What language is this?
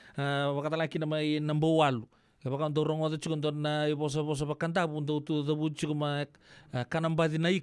Fijian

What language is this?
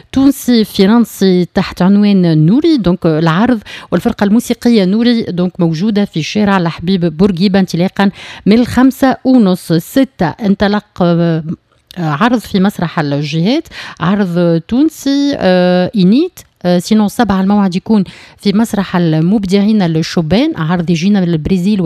Tunisian Arabic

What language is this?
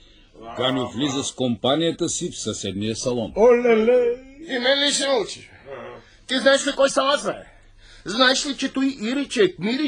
Bulgarian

